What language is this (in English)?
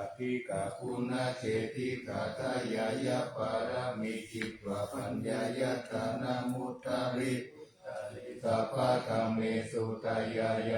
Pali